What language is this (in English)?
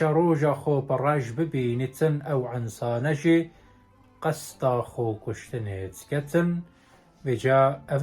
Kurdish